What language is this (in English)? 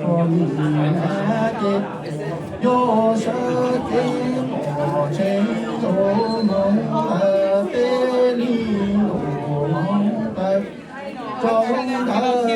Hmong